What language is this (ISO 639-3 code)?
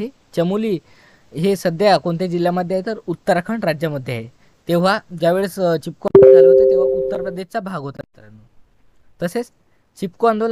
mar